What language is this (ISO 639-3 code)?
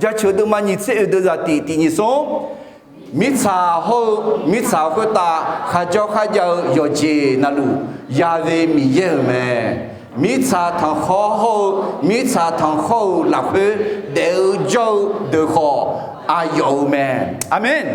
ahk